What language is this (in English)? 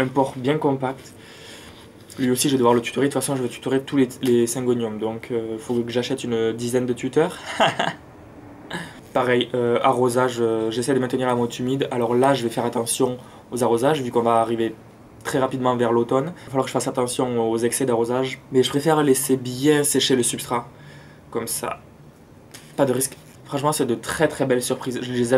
French